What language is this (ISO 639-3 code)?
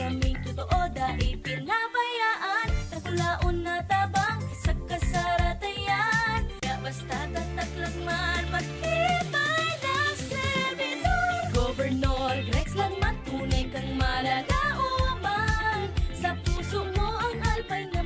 bik